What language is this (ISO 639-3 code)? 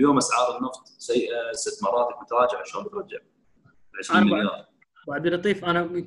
afb